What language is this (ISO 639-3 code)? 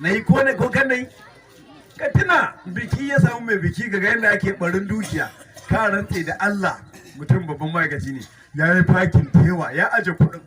hau